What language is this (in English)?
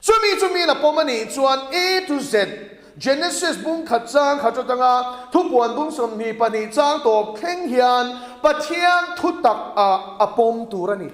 Mizo